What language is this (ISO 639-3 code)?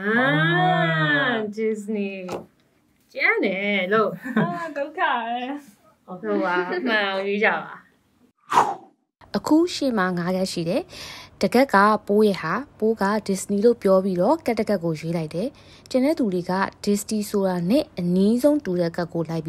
mya